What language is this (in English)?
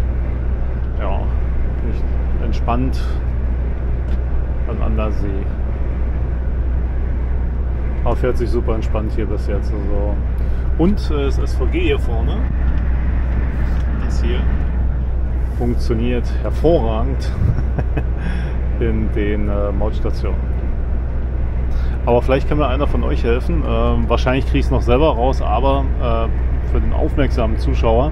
German